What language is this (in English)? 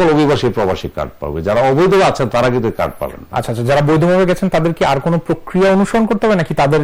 Bangla